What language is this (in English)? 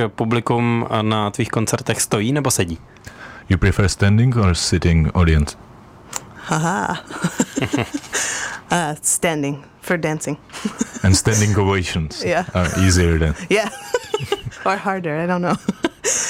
Czech